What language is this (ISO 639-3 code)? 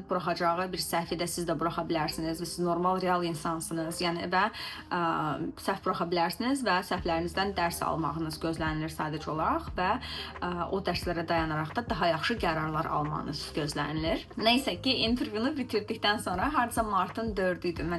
aze